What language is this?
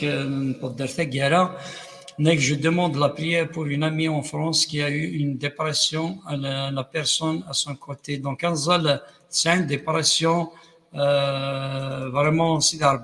Kabyle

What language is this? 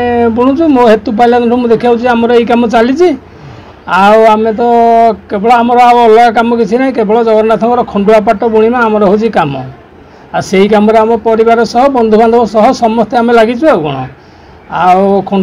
Odia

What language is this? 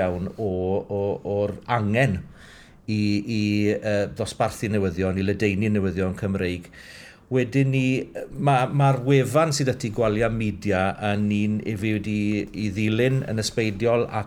Welsh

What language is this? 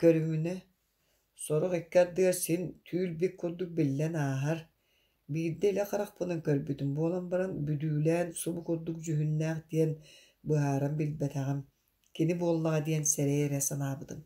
Yakut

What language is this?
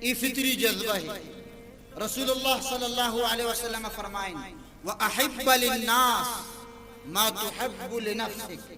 Baluchi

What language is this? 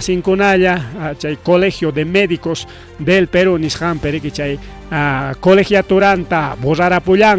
Ayacucho Quechua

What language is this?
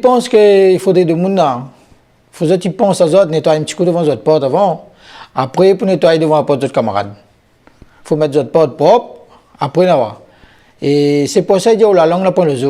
Réunion Creole French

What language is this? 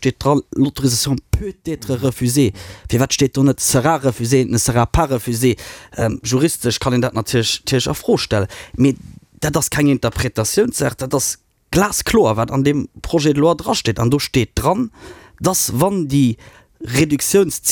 Luxembourgish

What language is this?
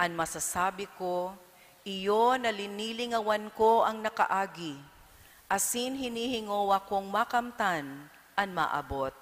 Bikol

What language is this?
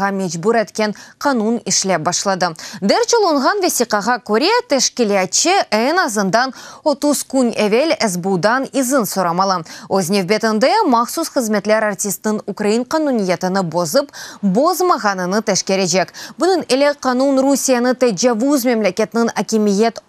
Crimean Tatar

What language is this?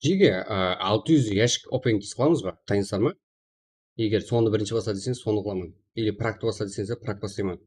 Kara-Kalpak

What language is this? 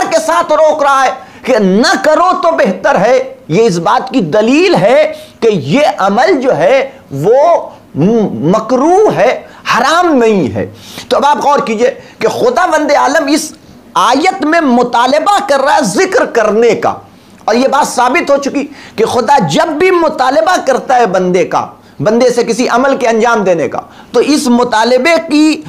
Urdu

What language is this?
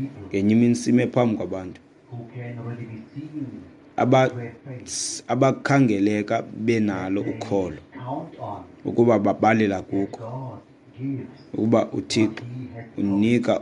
Xhosa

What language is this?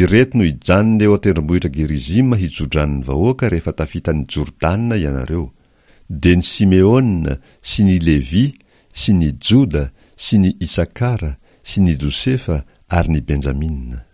Malagasy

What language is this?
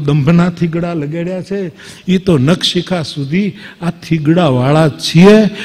Gujarati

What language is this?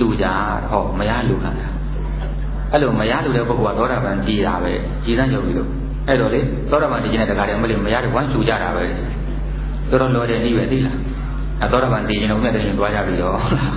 Burmese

